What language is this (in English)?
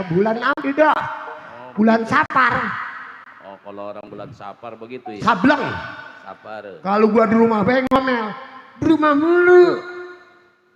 Betawi